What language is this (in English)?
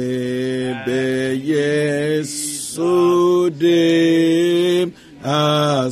Ewe